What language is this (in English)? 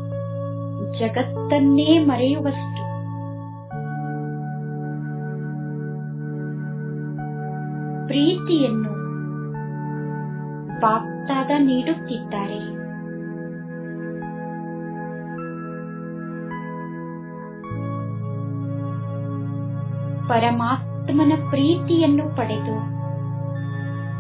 Kannada